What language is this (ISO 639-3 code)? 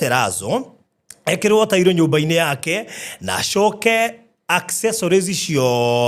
kik